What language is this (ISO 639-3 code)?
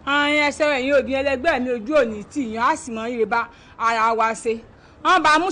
yor